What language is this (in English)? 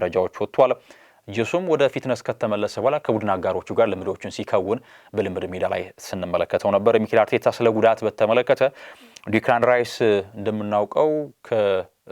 Amharic